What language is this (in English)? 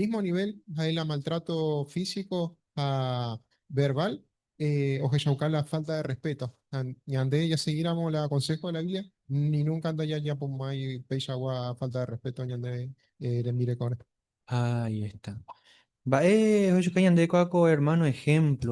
Guarani